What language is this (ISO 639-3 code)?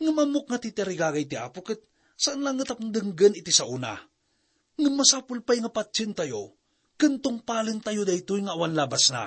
ilo